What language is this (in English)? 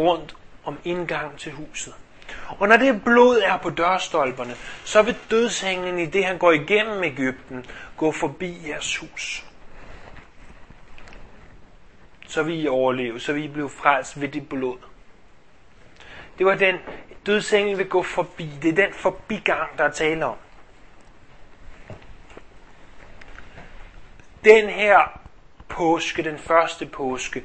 Danish